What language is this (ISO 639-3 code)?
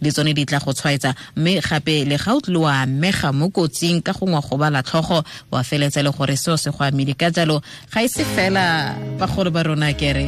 tsn